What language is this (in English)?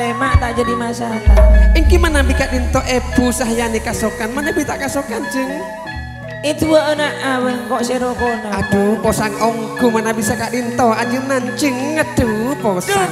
Madurese